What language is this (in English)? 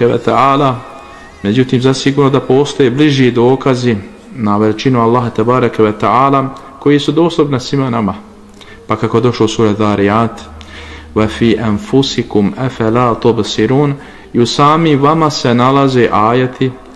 Bosnian